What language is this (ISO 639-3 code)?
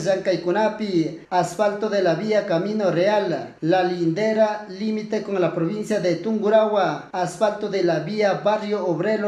qug